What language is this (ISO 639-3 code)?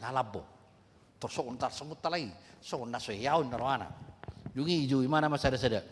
bbc